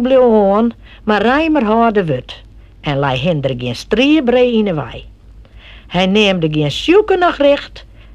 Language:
Western Frisian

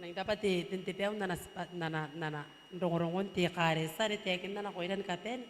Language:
Gilbertese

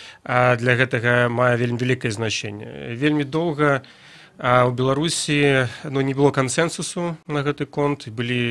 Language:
Belarusian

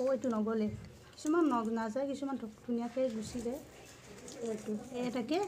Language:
Assamese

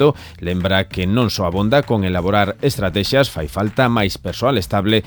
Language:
Galician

